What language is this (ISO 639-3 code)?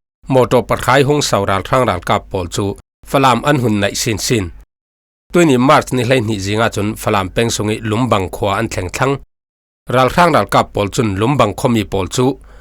cfm